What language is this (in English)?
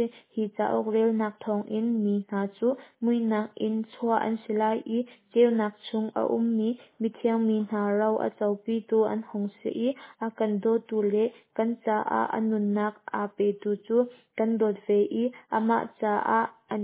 Hakha Chin